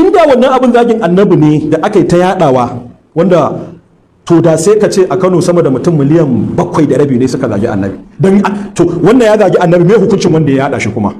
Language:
Hausa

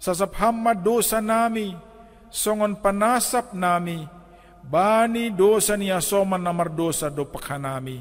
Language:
Batak Simalungun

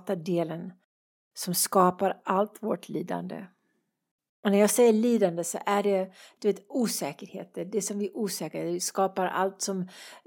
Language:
Swedish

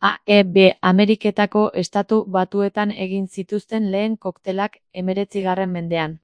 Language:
Basque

